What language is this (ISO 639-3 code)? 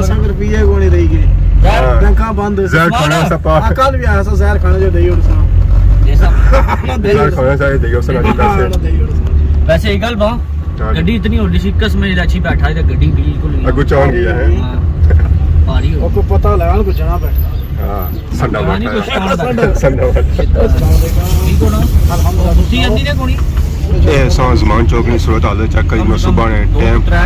phr